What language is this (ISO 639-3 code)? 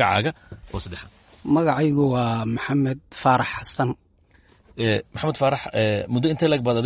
som